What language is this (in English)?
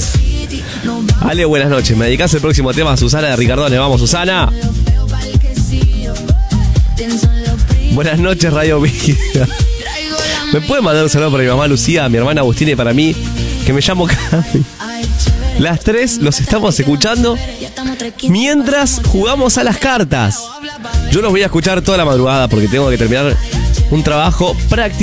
Spanish